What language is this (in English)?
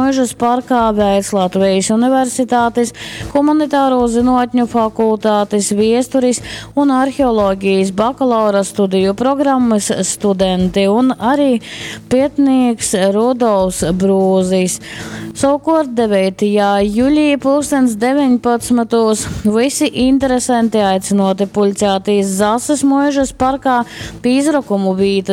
Latgalian